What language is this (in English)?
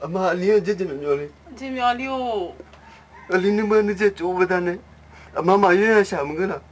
Akha